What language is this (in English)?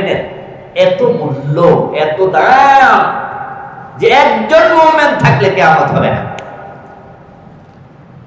Bangla